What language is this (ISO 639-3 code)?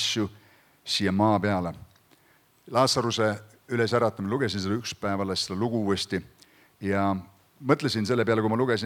est